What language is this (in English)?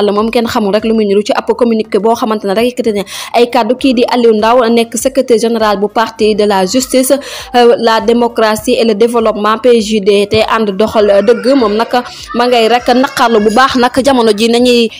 Wolof